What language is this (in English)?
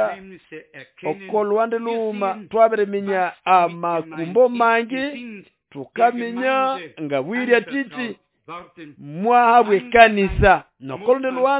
Nande